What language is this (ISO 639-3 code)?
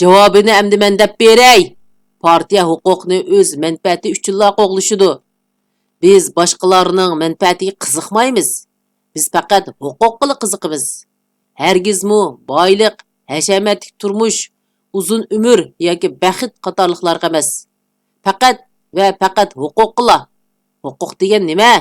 uig